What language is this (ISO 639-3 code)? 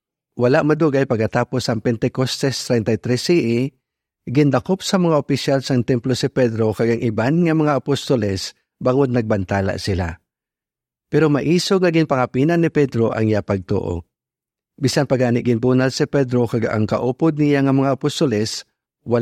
hil